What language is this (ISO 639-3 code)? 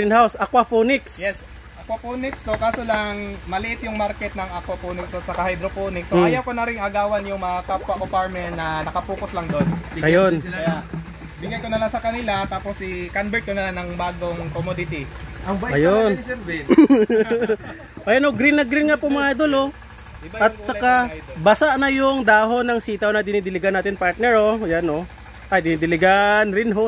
fil